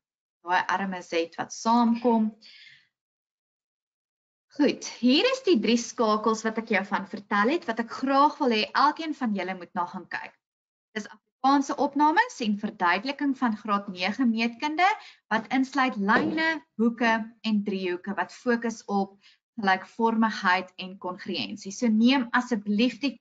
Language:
Afrikaans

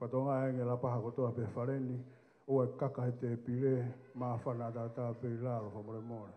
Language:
Tongan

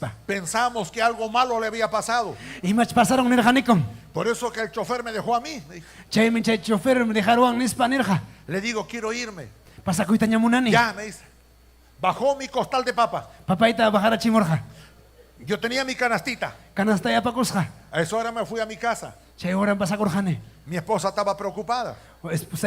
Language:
Ayacucho Quechua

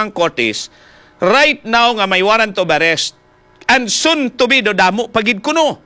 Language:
Hiligaynon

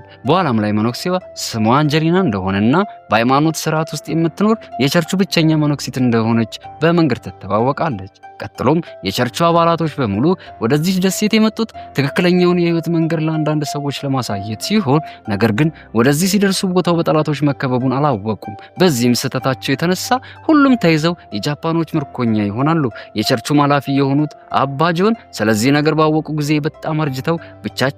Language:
Amharic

